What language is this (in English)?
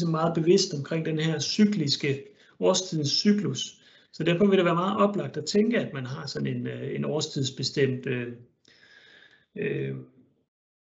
Danish